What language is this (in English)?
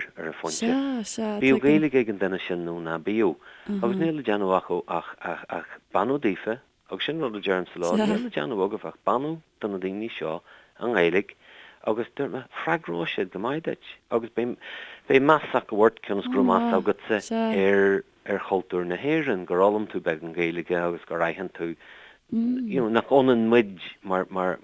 Irish